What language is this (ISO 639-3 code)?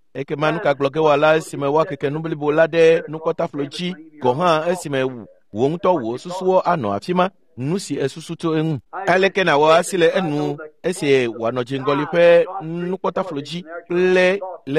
ewe